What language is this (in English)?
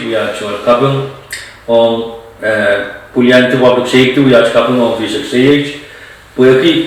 Pohnpeian